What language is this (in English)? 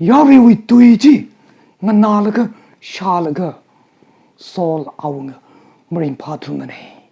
Tangkhul Naga (India)